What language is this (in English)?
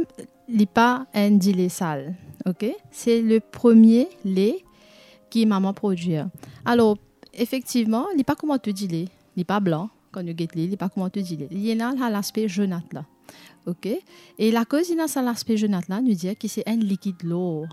Morisyen